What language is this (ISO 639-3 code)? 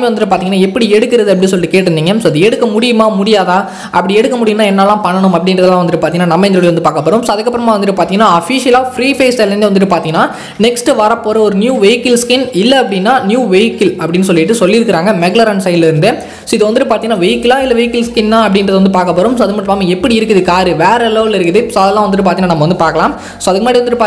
tam